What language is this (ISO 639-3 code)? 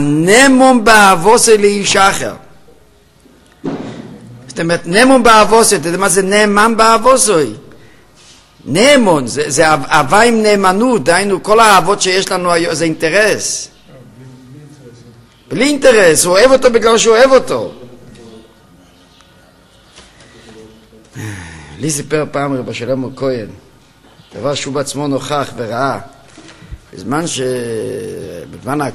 heb